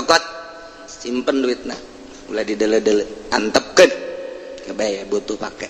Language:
Sundanese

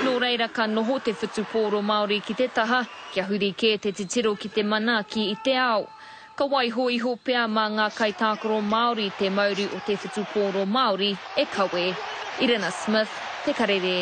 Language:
Māori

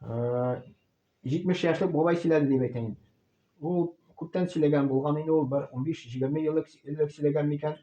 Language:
Tatar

